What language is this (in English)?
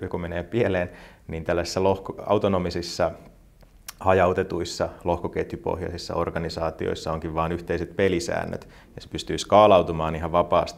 Finnish